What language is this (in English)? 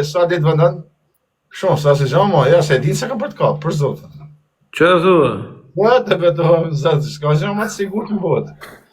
Albanian